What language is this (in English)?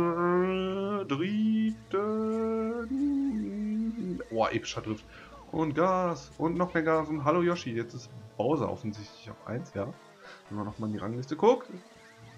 German